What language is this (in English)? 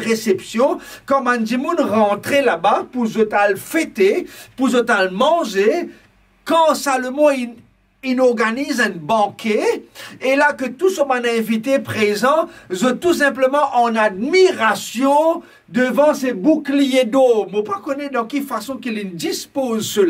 Morisyen